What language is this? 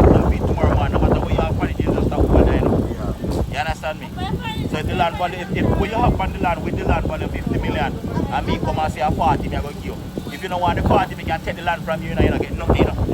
Jamaican Creole English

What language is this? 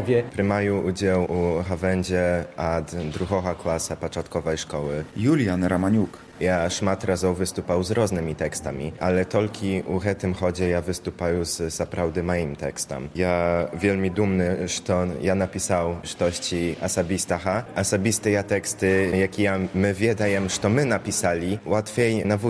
Belarusian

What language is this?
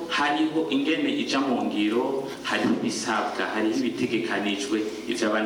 Rundi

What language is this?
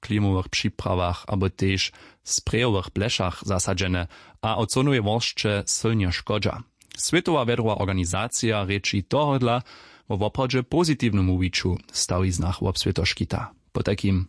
Upper Sorbian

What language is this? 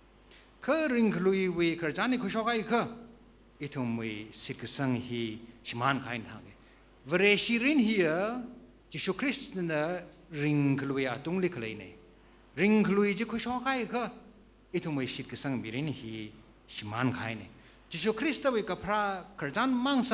Tangkhul Naga (India)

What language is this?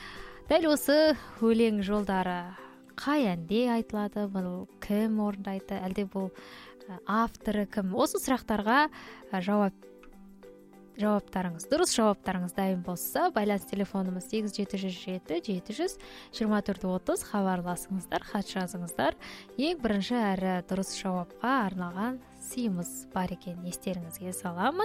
Kazakh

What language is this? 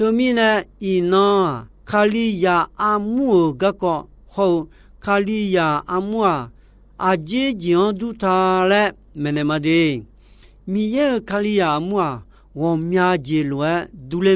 Akha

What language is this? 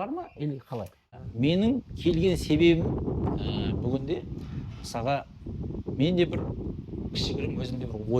Kazakh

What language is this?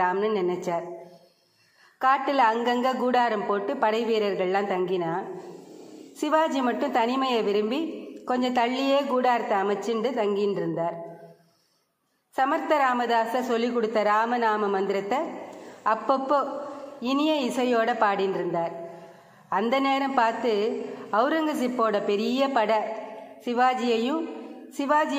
Tamil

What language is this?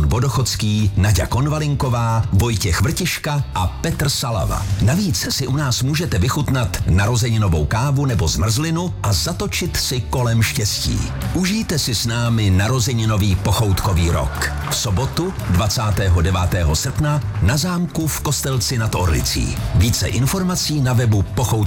Czech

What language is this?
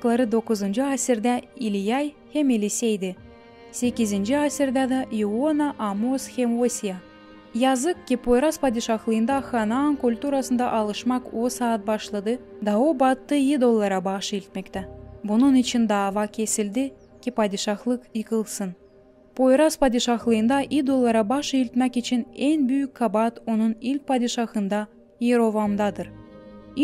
Gagauz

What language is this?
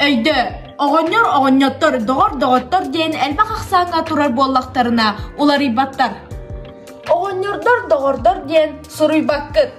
Yakut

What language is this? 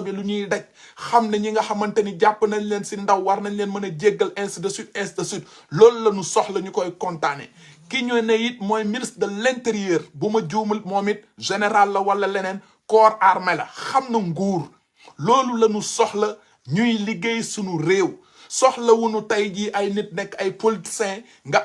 Wolof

